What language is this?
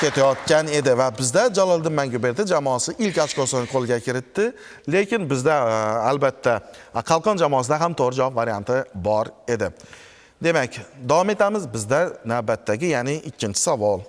Uzbek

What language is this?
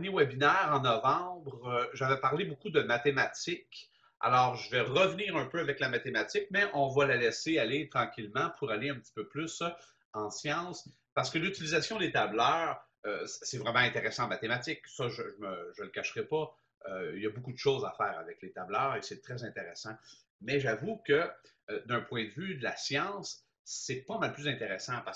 French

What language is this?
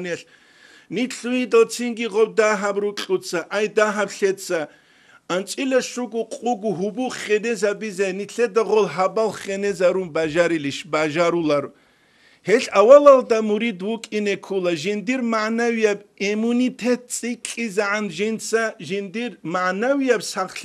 Avaric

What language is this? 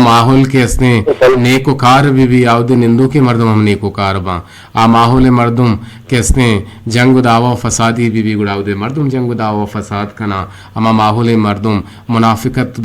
Eastern Balochi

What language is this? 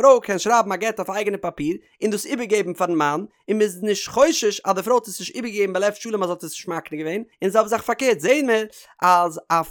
Yiddish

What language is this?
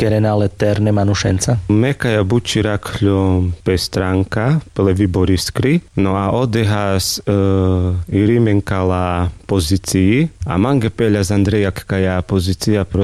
Carpathian Romani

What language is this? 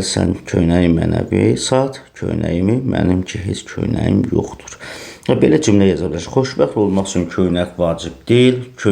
Azerbaijani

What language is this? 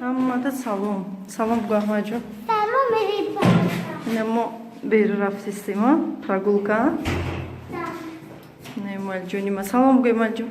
Tajik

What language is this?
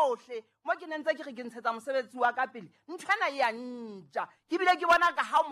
Southern Sotho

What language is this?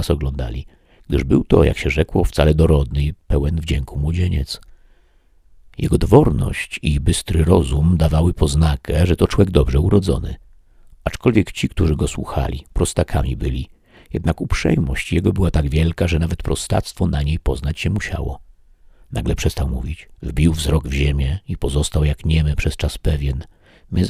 Polish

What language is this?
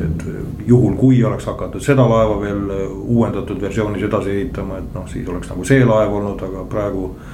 Estonian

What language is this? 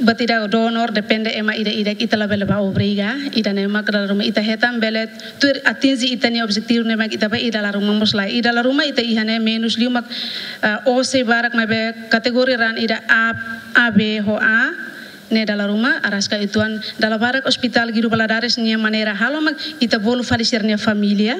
Tetum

